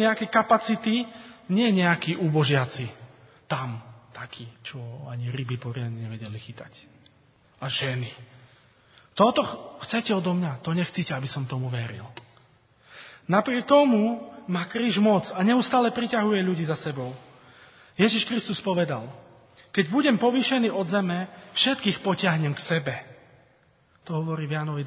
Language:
Slovak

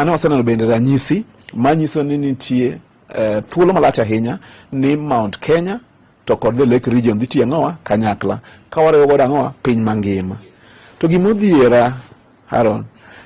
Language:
Luo (Kenya and Tanzania)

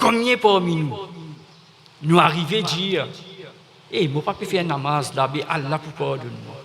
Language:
Morisyen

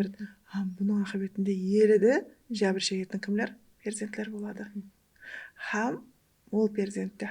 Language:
Kara-Kalpak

